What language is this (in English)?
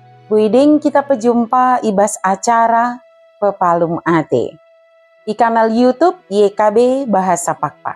Batak Dairi